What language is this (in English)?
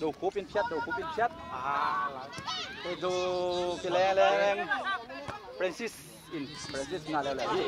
Tedim Chin